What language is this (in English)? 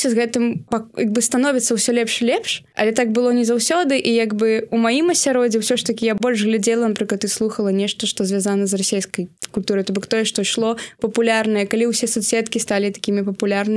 Belarusian